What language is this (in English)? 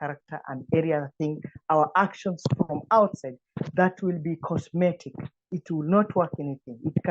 English